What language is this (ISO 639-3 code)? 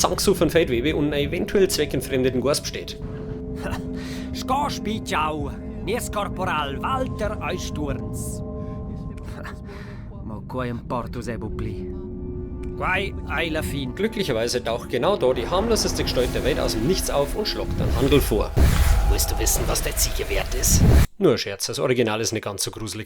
bar